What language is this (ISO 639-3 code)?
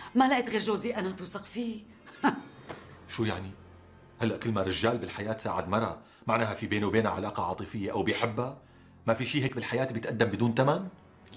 apc